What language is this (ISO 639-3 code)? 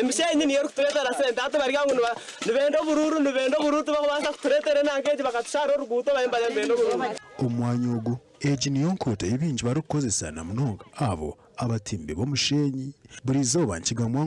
nyn